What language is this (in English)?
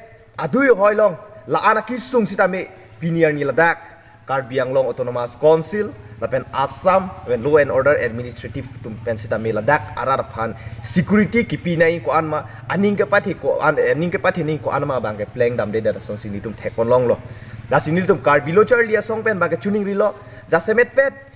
Karbi